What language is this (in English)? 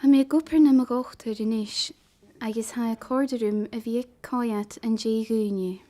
Scottish Gaelic